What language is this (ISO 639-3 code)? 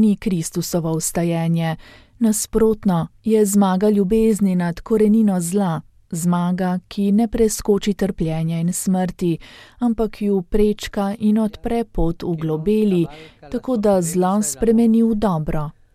slv